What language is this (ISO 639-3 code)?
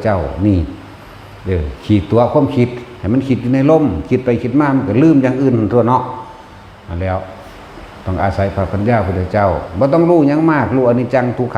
tts